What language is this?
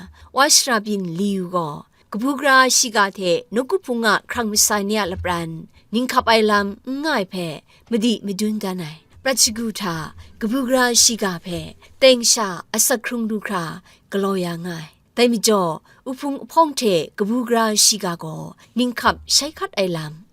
Kachin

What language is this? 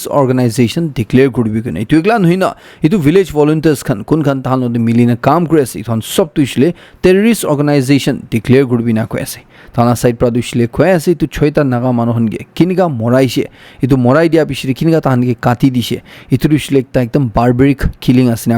Naga Pidgin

